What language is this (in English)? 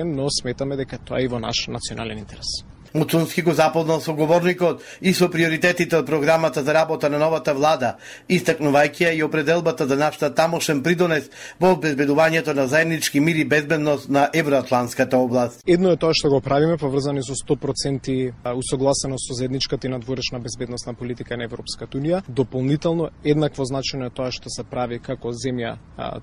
Macedonian